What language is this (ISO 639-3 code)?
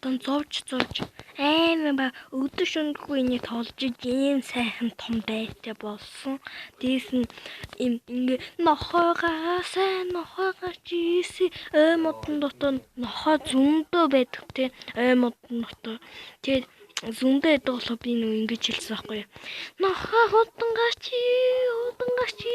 mon